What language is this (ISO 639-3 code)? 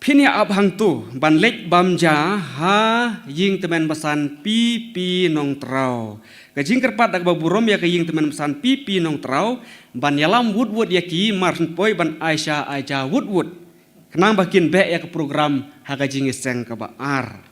kha